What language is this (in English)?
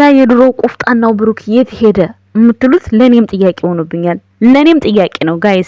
Amharic